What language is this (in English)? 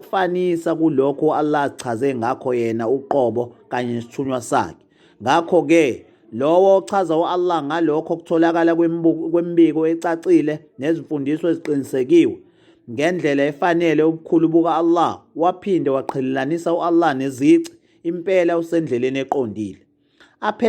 Zulu